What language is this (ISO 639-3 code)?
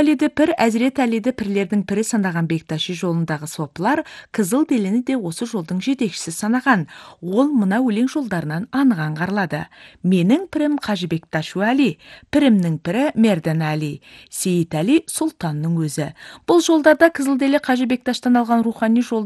kaz